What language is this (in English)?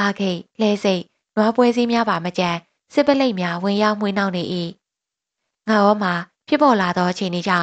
Burmese